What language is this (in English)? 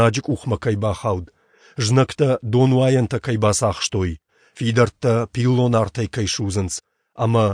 Ossetic